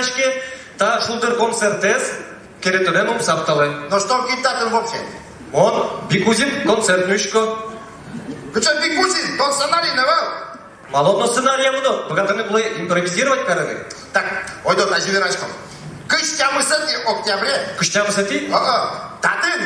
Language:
Udmurt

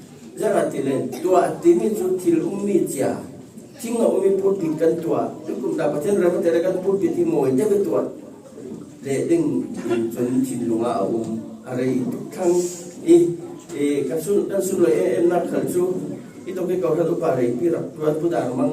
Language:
Falam Chin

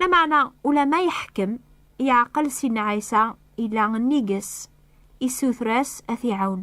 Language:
Kabyle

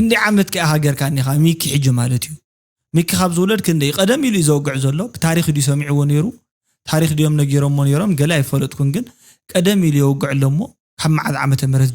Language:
Tigrinya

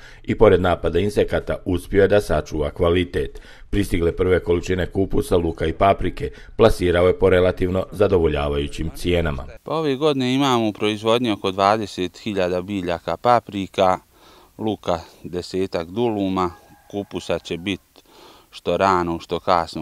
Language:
Bosnian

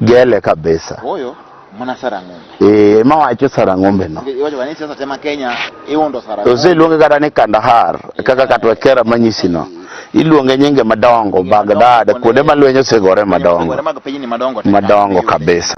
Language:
Luo (Kenya and Tanzania)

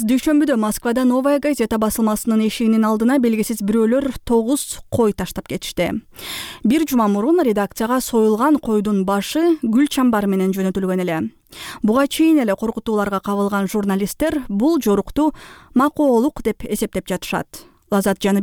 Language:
Kyrgyz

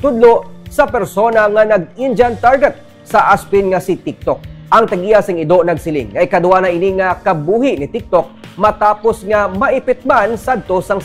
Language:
Hiligaynon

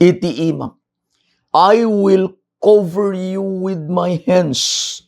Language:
Iloko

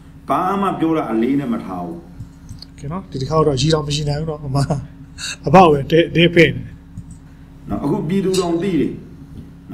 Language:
Burmese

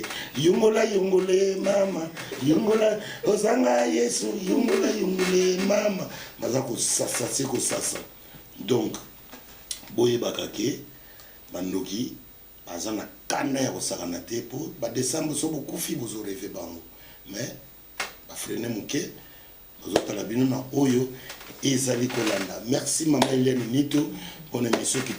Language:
Lingala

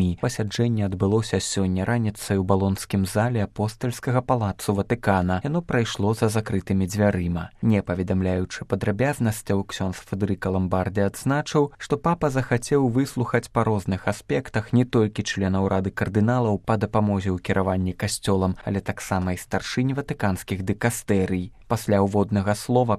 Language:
Belarusian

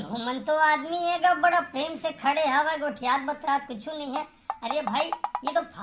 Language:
Chhattisgarhi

